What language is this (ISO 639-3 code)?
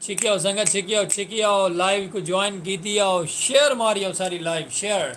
skr